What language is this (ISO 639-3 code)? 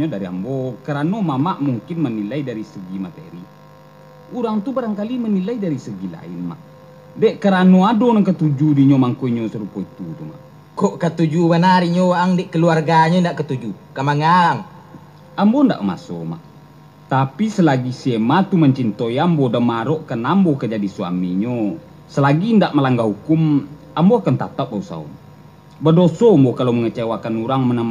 min